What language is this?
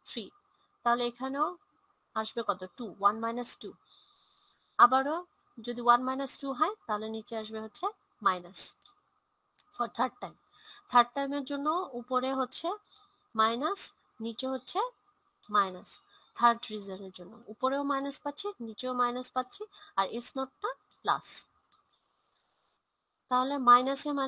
Bangla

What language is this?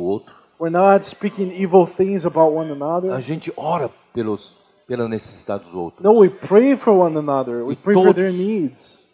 Portuguese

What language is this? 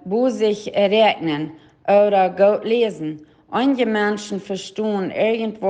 Plautdietsch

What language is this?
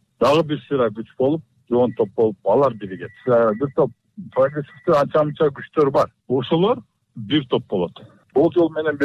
Kyrgyz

